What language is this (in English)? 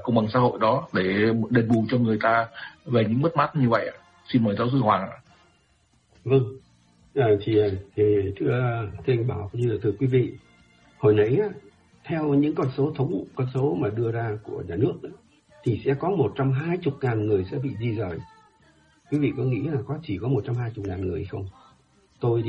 Vietnamese